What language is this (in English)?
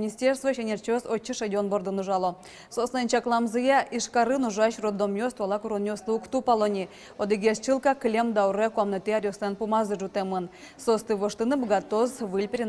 Udmurt